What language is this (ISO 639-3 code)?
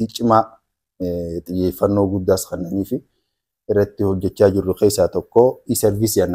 orm